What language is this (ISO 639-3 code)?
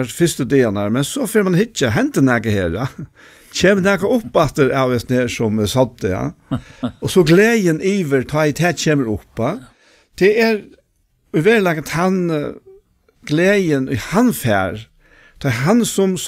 fao